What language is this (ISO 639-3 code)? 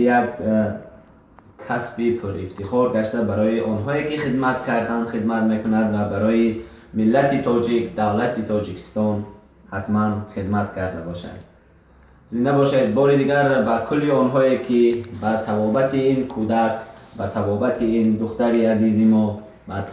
tgk